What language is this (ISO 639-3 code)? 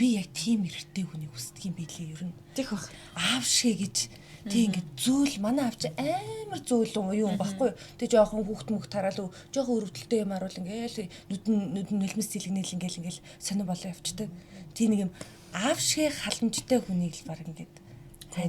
mon